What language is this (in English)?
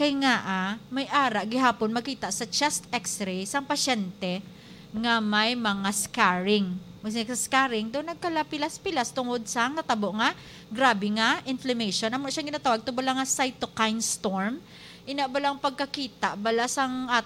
Hiligaynon